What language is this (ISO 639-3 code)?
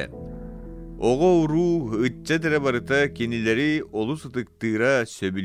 sah